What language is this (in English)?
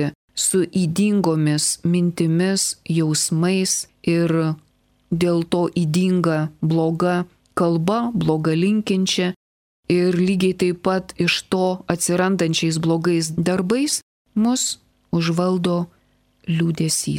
Lithuanian